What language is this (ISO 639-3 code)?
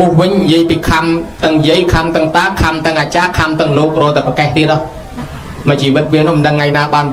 khm